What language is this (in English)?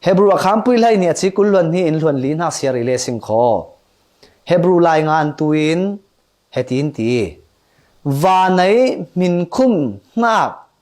Falam Chin